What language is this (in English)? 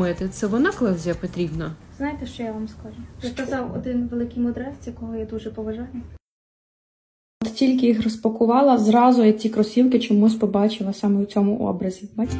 Ukrainian